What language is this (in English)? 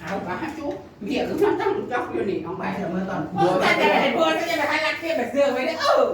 Northeastern Thai